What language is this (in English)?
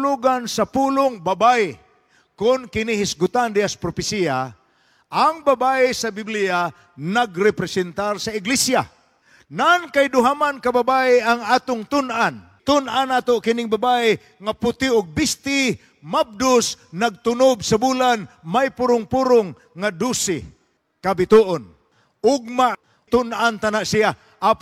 Cebuano